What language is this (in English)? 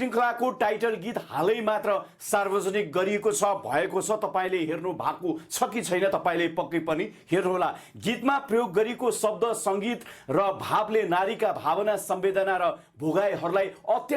Nepali